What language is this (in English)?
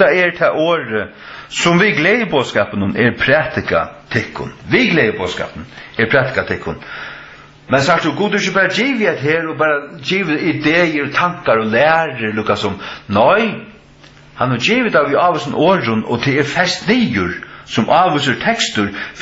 Faroese